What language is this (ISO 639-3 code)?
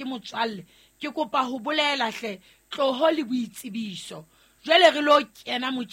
sot